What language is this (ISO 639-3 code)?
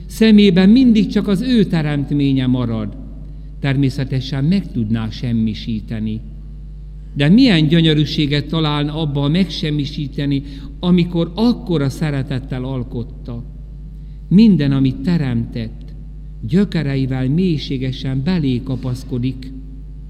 hun